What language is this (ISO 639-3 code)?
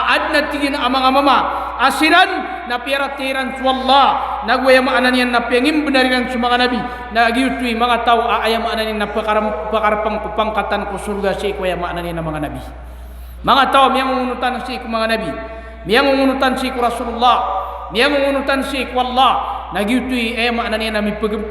mrw